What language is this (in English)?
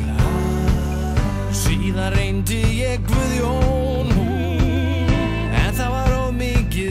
Icelandic